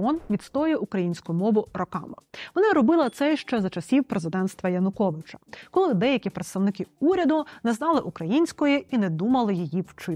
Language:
Ukrainian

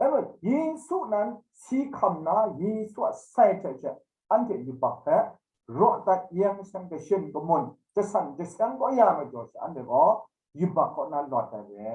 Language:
Kachin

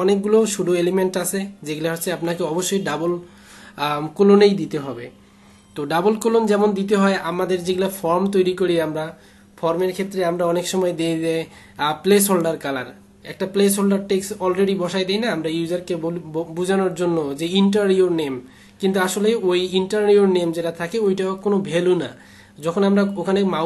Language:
Bangla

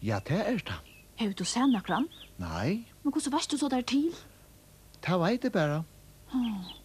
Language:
Faroese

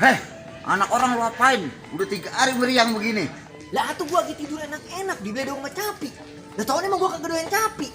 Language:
Betawi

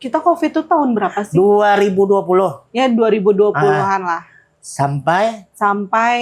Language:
Banjar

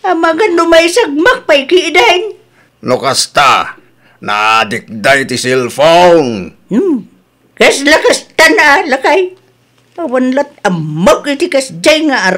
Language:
Iloko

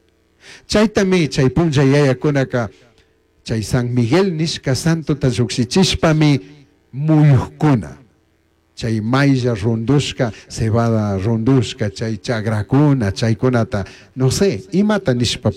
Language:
Chimborazo Highland Quichua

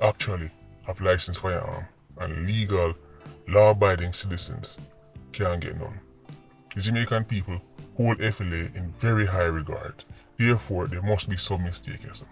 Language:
Jamaican Creole English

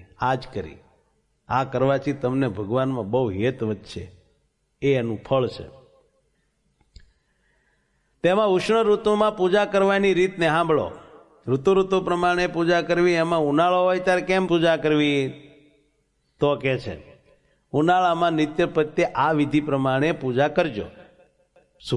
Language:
Gujarati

